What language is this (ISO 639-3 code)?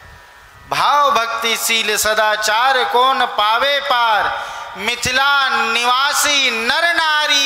hin